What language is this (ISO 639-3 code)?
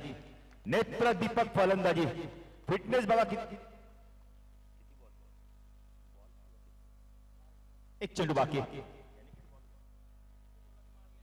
mar